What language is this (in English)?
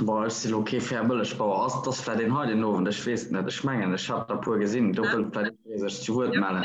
Luxembourgish